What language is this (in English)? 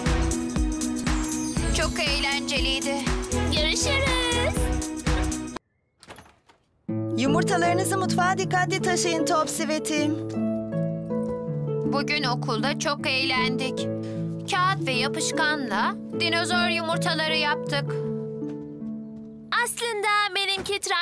Turkish